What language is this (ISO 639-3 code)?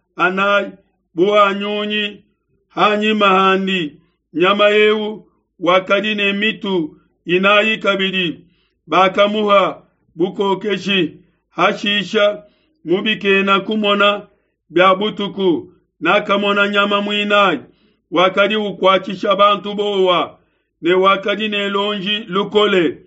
lua